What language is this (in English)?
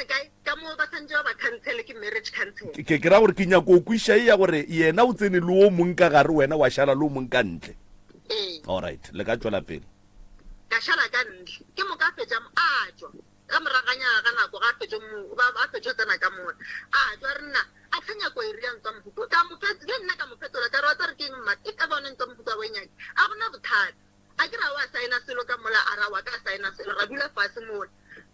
Northern Sotho